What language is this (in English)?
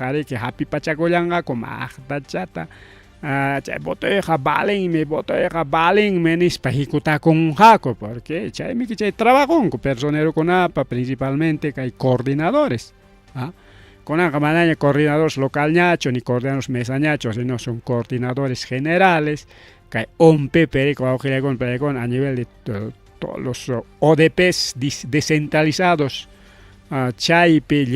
Ayacucho Quechua